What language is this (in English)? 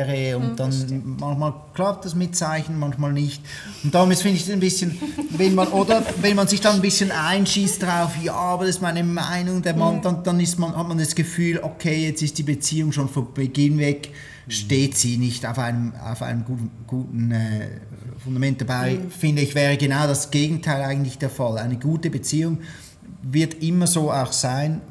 Swiss German